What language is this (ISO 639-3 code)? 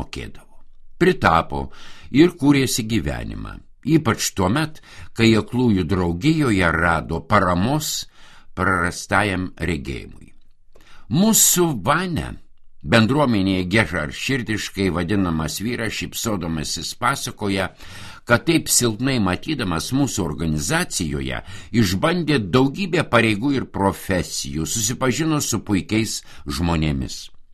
lit